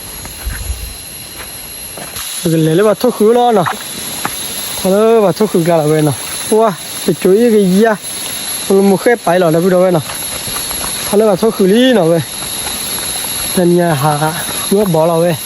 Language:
S'gaw Karen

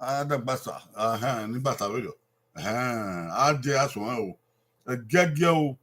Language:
Bini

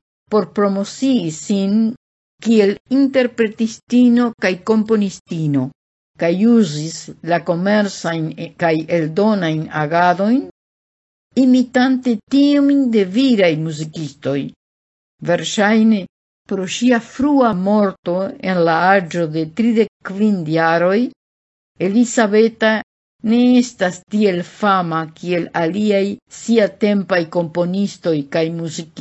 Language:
Esperanto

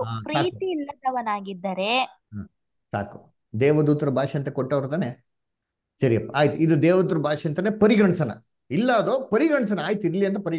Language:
Kannada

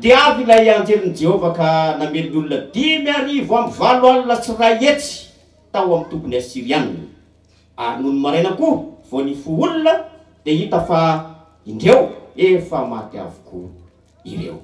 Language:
Malagasy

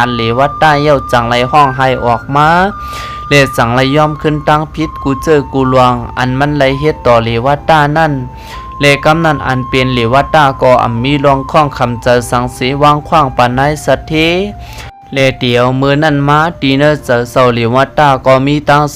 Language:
Shan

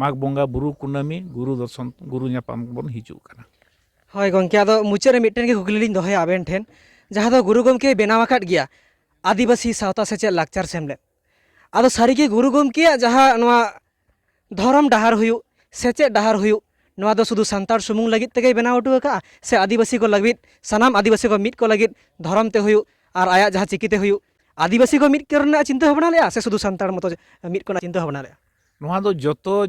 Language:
Santali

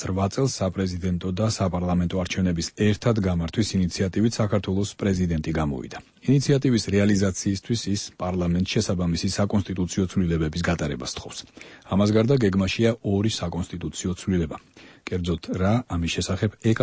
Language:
Georgian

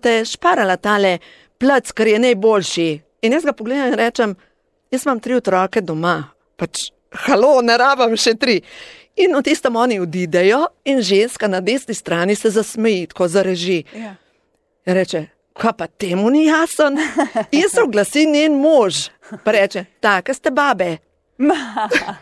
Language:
Slovenian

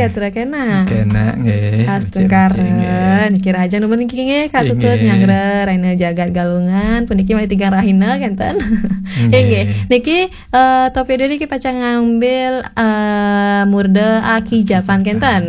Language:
Balinese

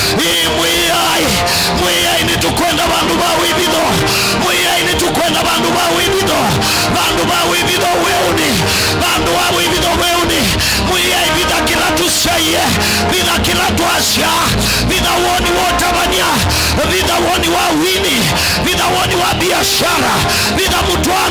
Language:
Kamba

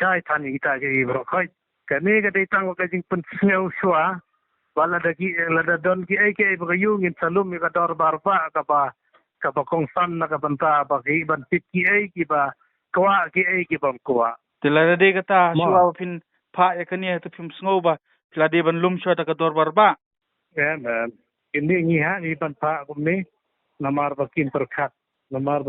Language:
Khasi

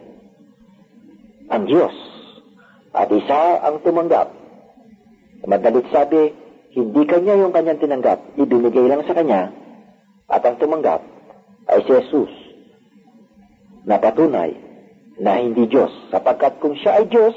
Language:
Filipino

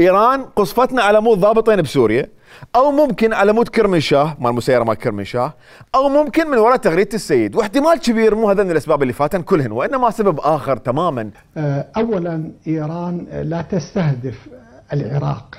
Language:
Mesopotamian Arabic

